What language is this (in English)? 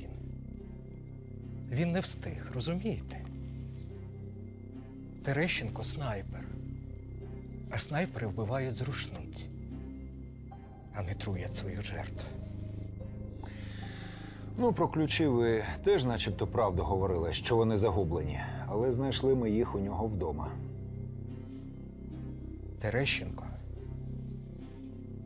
Ukrainian